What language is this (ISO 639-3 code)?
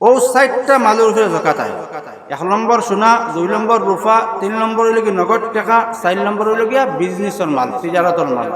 syl